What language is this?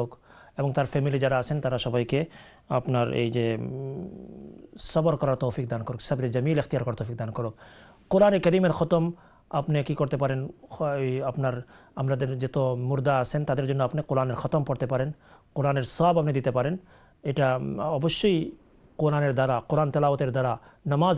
Bangla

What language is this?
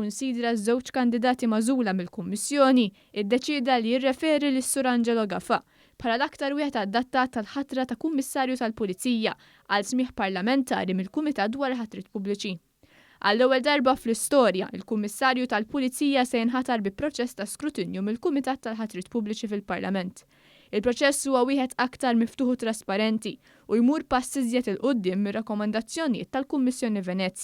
Maltese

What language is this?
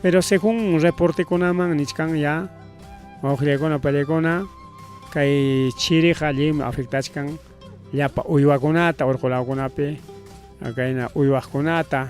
Ayacucho Quechua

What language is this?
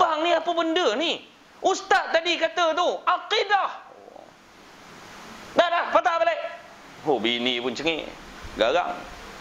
Malay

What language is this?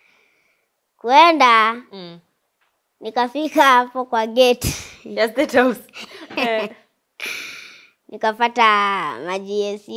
Swahili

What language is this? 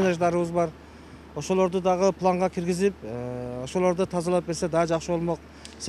Kyrgyz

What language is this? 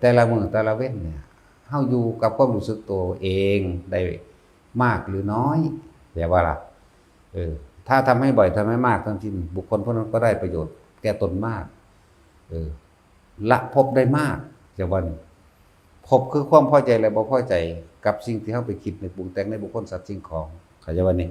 Northeastern Thai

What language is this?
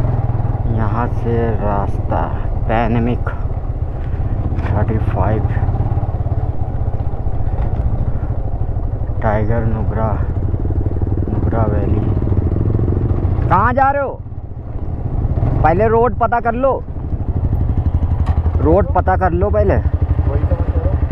Hindi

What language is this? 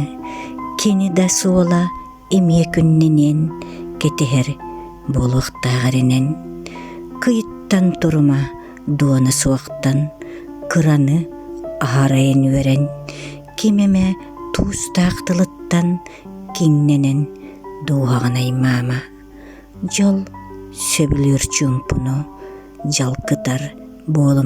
Yakut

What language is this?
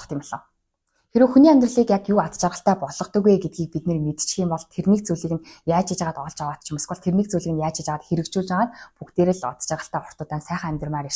Mongolian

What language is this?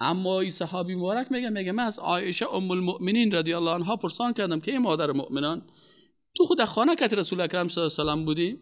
Persian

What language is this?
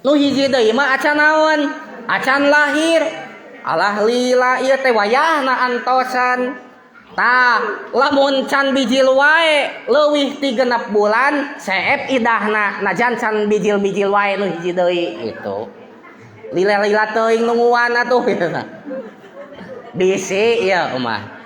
Sundanese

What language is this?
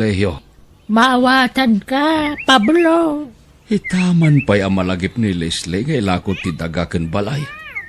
Iloko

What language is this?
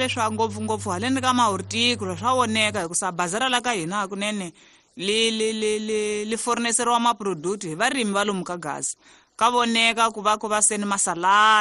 Tsonga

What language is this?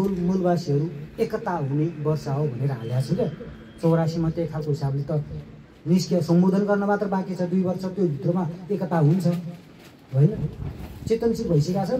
Nepali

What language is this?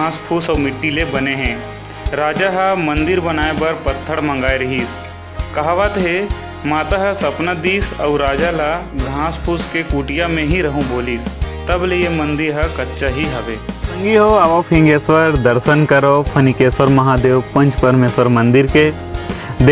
Chhattisgarhi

